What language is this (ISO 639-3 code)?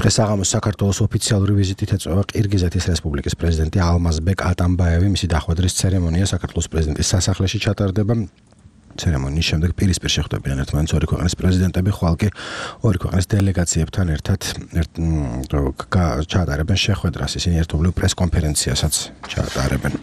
kat